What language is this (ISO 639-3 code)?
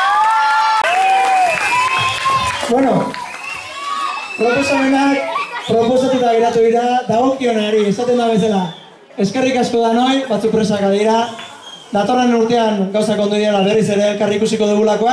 eus